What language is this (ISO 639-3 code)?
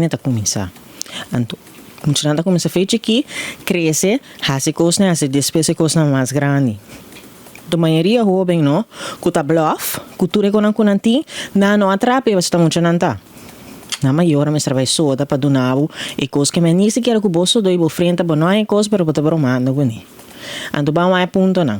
pap